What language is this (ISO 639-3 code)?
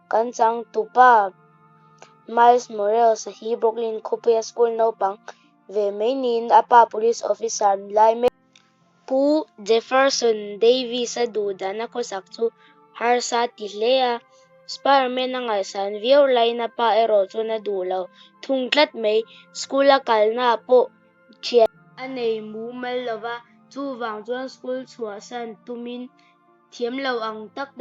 lus